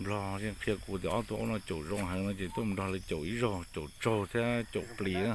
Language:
Hmong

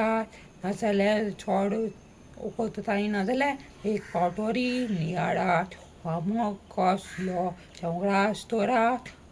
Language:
Konkani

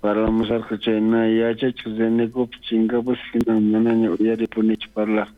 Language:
South Bolivian Quechua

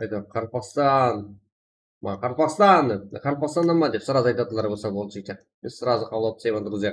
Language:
Kara-Kalpak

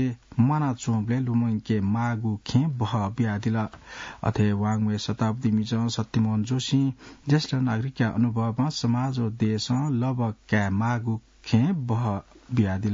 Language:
Newari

